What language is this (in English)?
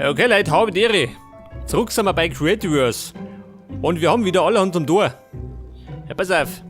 Bavarian